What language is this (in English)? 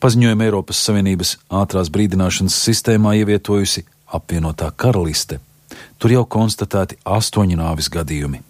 Latvian